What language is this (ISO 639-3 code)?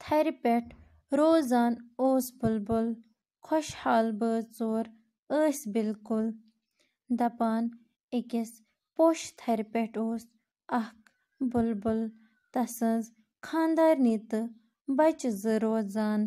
kas